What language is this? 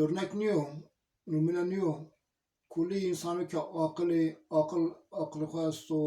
Zaza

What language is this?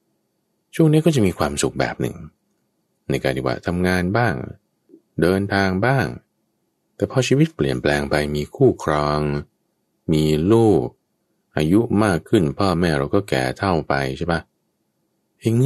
Thai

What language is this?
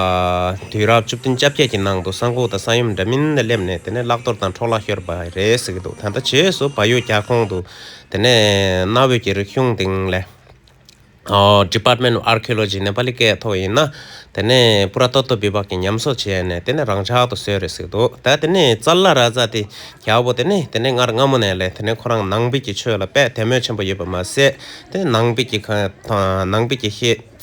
Tibetan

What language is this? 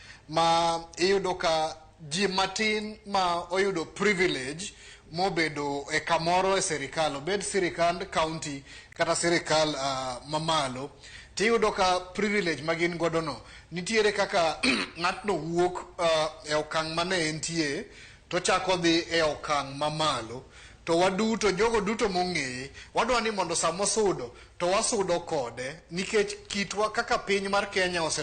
Luo (Kenya and Tanzania)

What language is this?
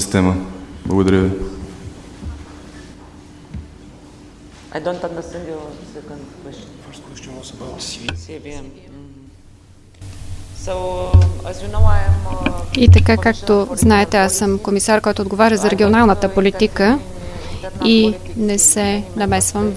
Bulgarian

